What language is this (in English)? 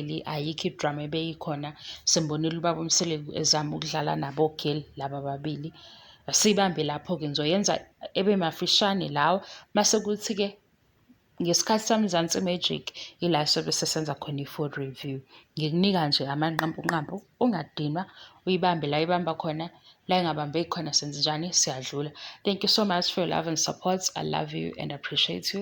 Zulu